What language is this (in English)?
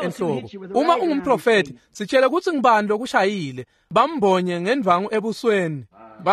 Swati